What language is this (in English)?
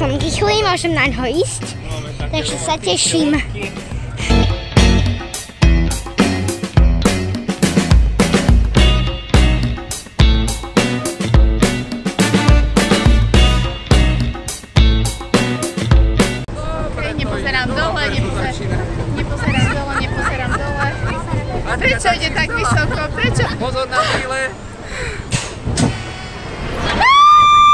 Slovak